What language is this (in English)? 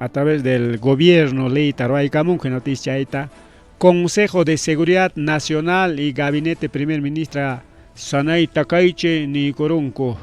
Ayacucho Quechua